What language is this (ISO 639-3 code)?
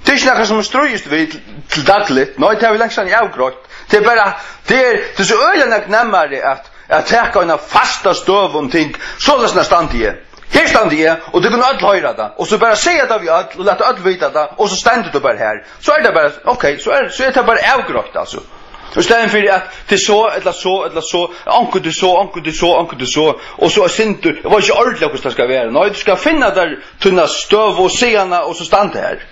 fao